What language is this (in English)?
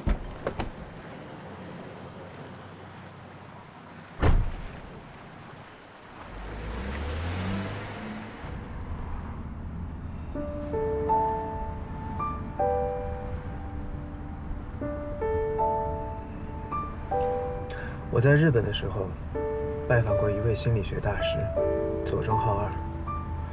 Chinese